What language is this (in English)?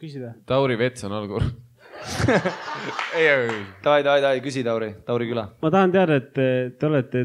Estonian